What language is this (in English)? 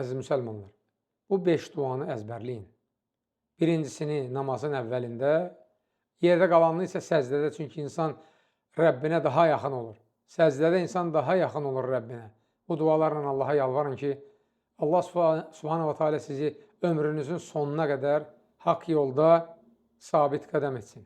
Azerbaijani